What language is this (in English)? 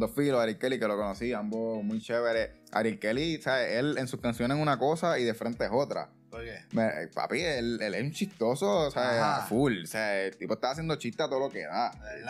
Spanish